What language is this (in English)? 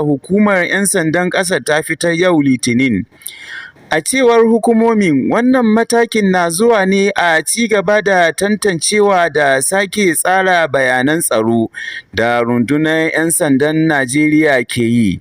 Hausa